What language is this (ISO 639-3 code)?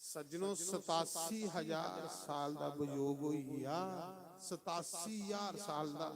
doi